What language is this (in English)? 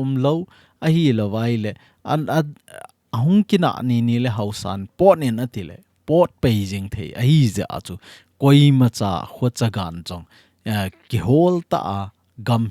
Thado Chin